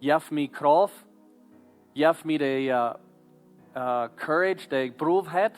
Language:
Plautdietsch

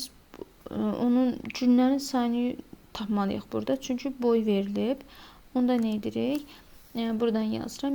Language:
Azerbaijani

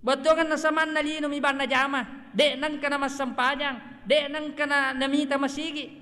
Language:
Buginese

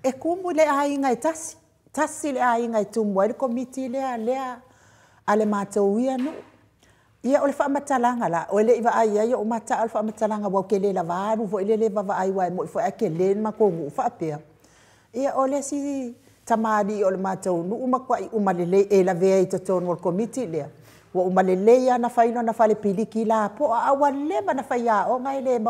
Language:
Samoan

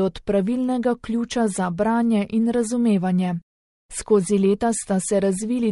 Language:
Slovenian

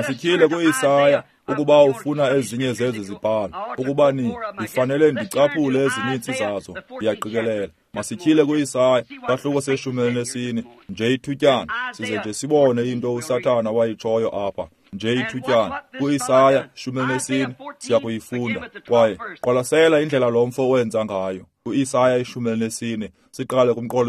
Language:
Xhosa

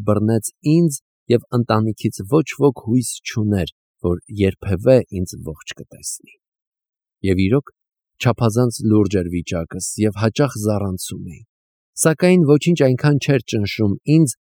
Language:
Armenian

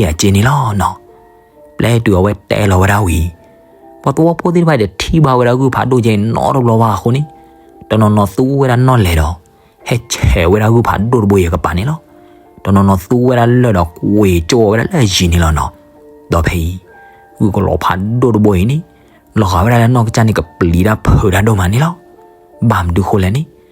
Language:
S'gaw Karen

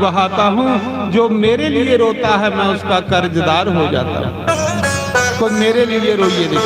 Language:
Dogri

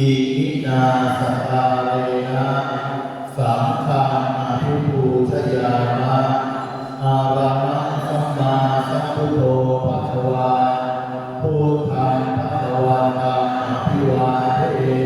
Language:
Pali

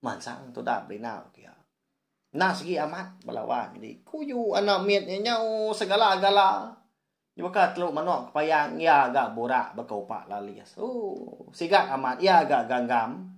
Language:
Iban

